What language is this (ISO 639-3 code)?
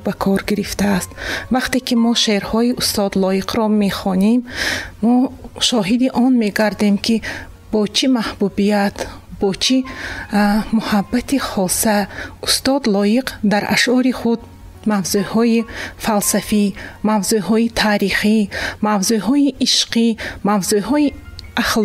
tgk